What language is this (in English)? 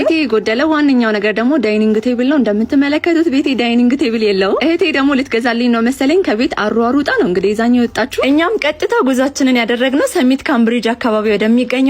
Amharic